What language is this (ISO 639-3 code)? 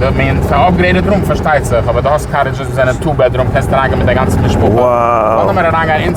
yid